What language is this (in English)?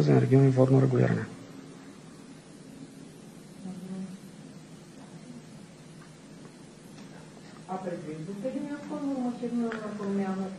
Bulgarian